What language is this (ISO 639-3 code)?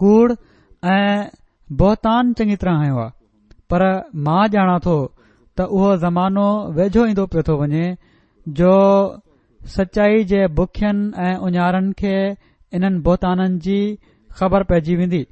snd